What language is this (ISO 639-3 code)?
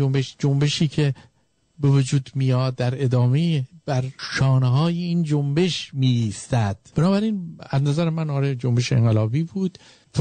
fas